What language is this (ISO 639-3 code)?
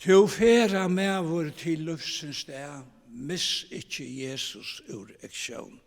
fao